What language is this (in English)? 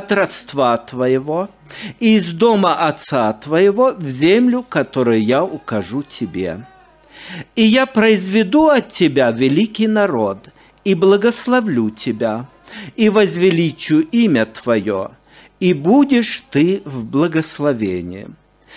Russian